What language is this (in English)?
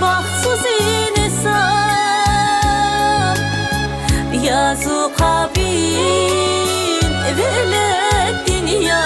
Tabassaran